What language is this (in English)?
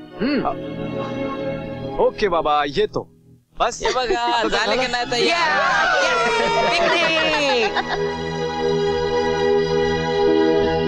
Marathi